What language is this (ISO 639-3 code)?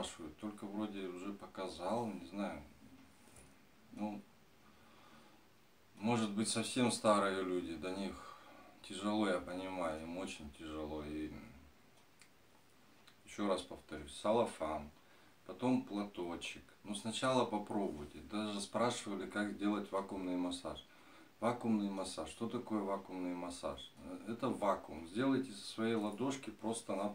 rus